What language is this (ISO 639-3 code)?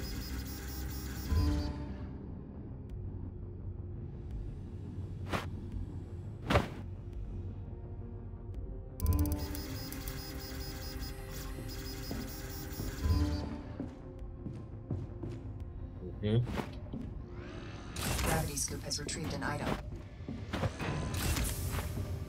rus